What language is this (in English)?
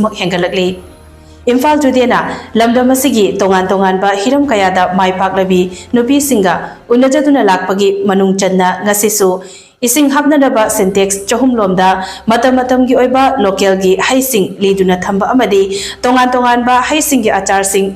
Manipuri